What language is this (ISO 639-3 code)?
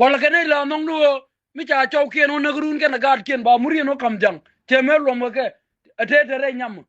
nus